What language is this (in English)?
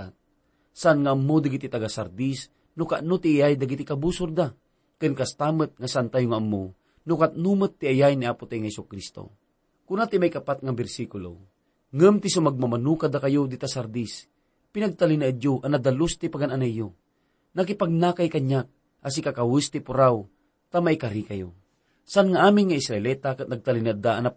Iloko